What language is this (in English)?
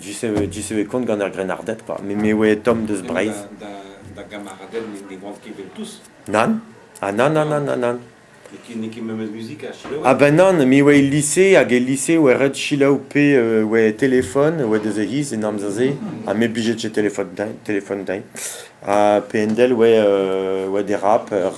Breton